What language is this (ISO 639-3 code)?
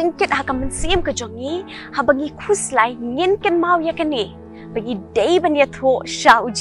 kha